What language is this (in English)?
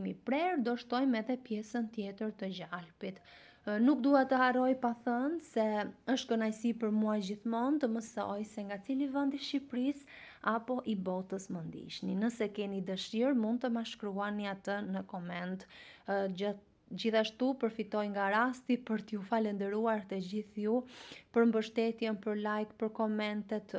Albanian